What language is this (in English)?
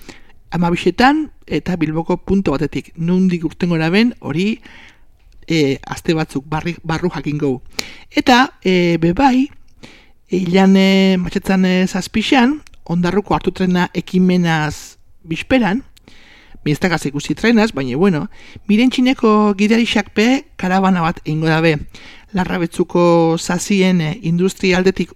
Basque